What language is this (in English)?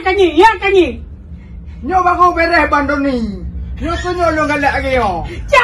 Achinese